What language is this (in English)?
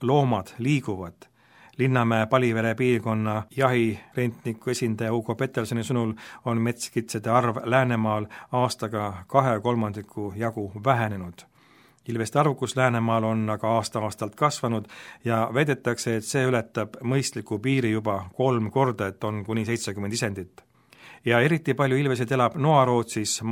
Estonian